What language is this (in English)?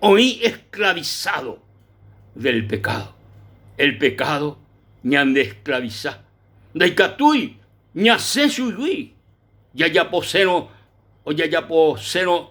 Guarani